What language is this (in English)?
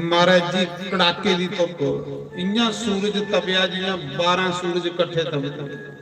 Dogri